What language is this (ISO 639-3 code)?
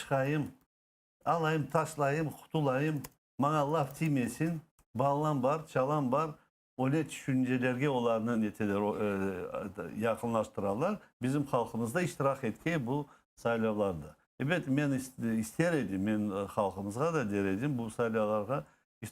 crh